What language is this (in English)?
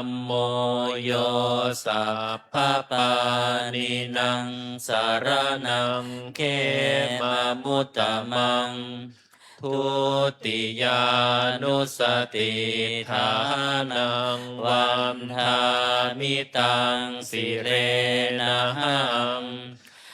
Pali